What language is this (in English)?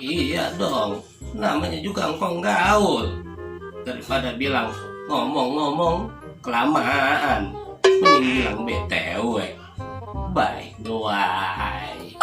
Betawi